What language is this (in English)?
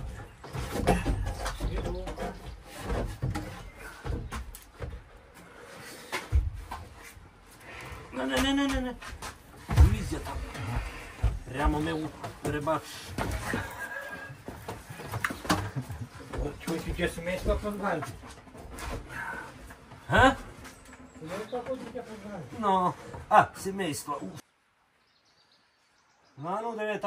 Ukrainian